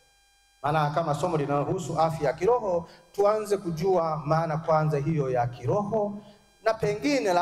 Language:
Swahili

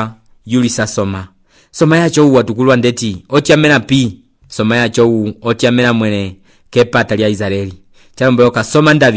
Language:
Umbundu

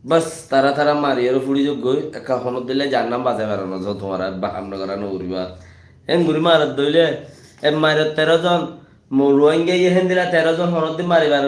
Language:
Rohingya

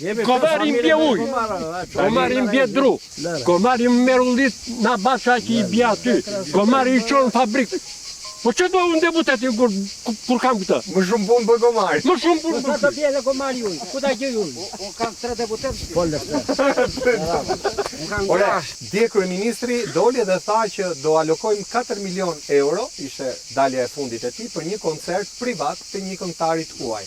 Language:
Albanian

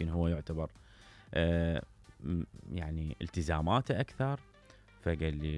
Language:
Mesopotamian Arabic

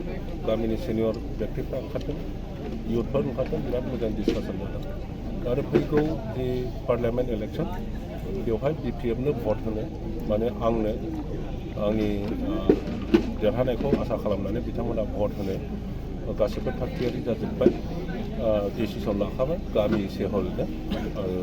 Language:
Bodo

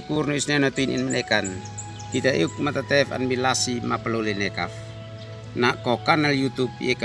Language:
Uab Meto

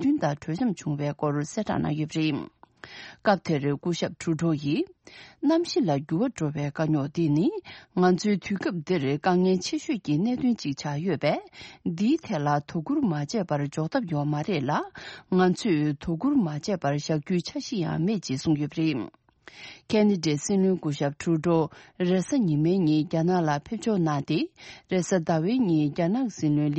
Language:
Tibetan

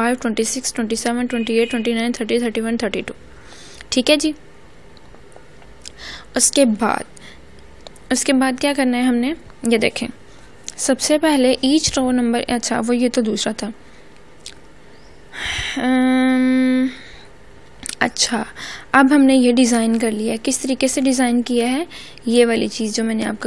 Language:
Hindi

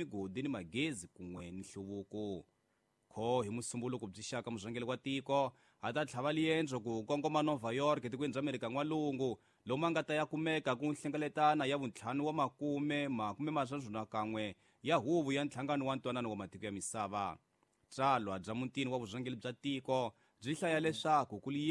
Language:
Tsonga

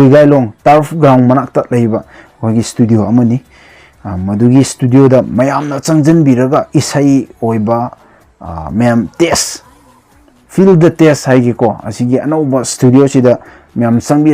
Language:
Manipuri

